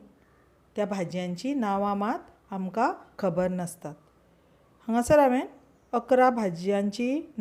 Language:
Konkani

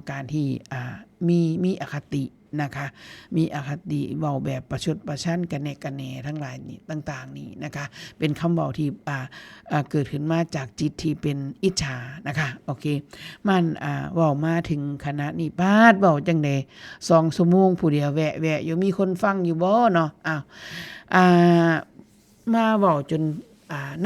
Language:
Northeastern Thai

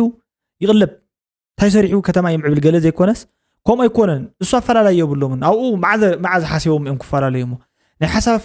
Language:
Tigrinya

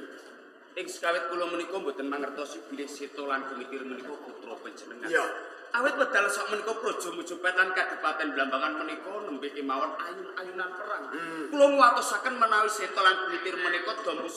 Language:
Javanese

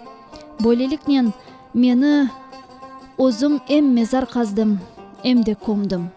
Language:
Crimean Tatar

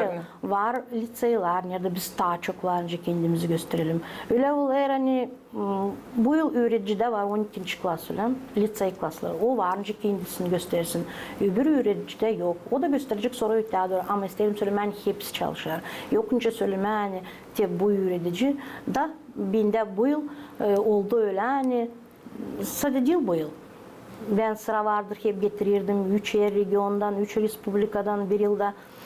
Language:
Gagauz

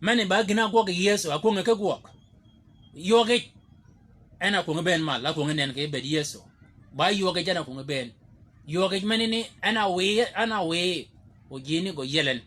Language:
Shilluk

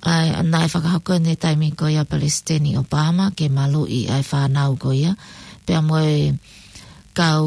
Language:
Tongan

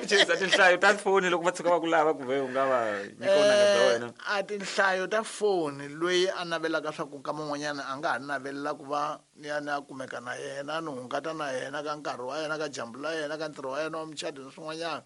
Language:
Tsonga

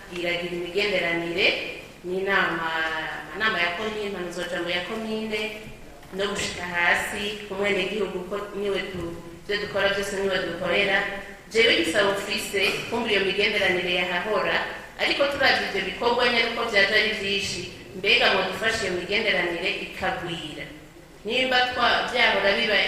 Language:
Rundi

